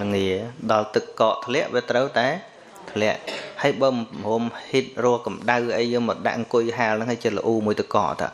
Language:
Khmer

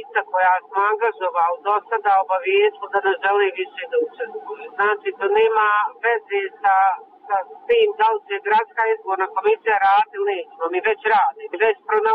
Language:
Serbian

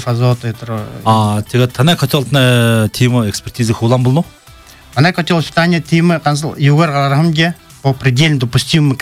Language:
Buriat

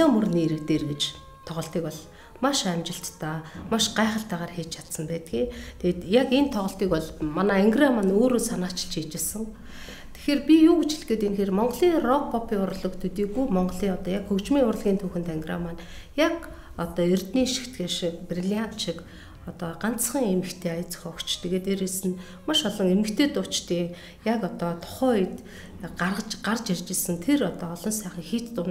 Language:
Mongolian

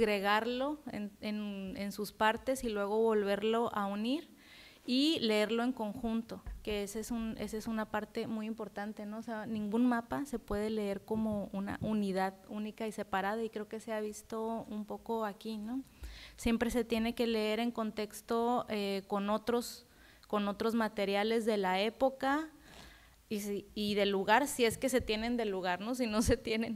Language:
Spanish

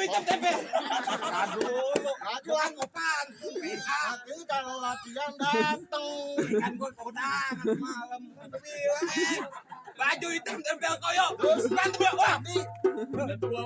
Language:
Betawi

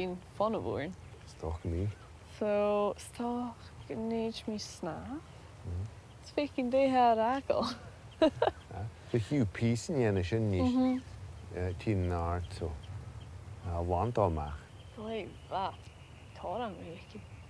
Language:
Scottish Gaelic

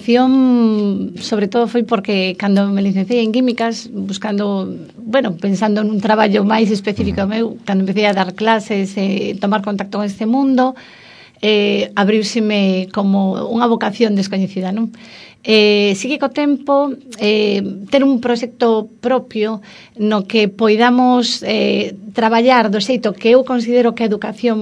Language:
Galician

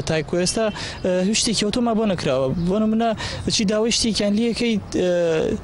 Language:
Central Kurdish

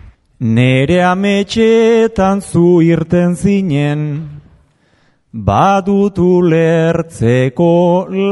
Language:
Basque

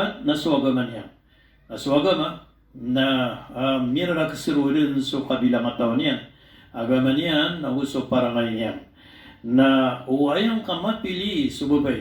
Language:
Maranao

